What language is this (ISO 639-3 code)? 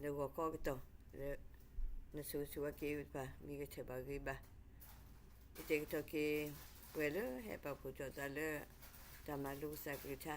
ksw